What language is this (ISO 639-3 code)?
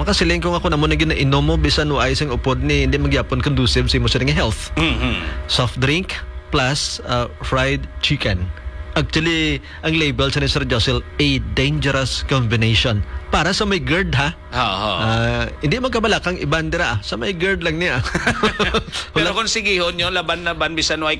hil